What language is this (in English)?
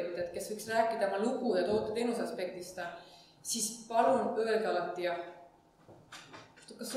Estonian